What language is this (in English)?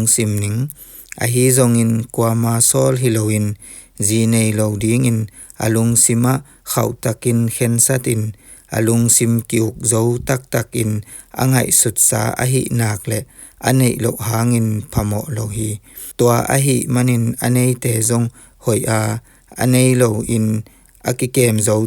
Tedim Chin